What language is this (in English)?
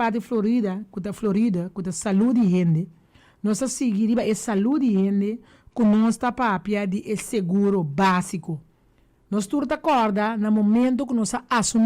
Papiamento